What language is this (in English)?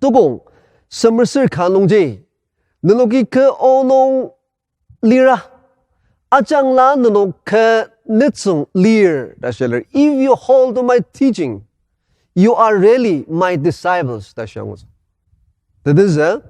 Ao Naga